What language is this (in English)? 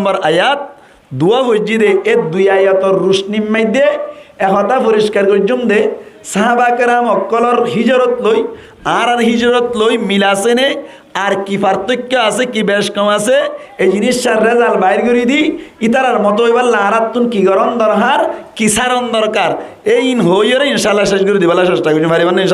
Rohingya